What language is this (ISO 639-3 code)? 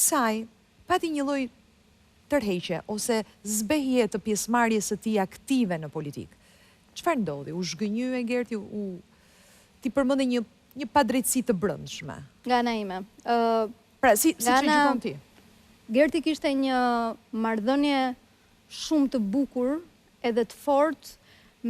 sqi